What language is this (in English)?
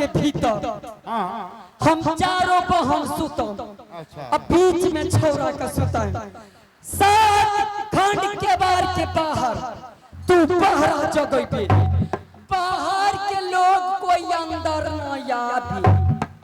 Angika